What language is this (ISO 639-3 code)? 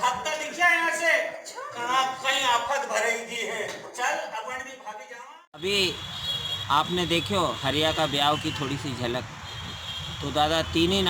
raj